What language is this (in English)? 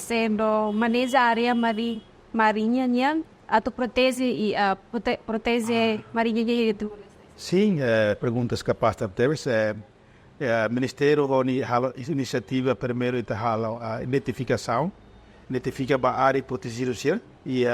Tetum